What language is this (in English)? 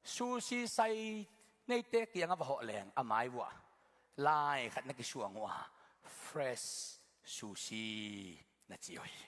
Tedim Chin